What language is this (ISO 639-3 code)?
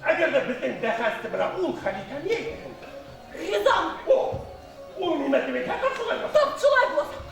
bak